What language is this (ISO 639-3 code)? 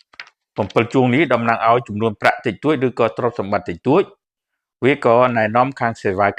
khm